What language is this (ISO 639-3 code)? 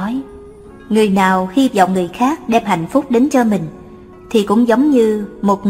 vie